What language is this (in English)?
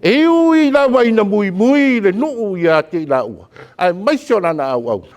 Samoan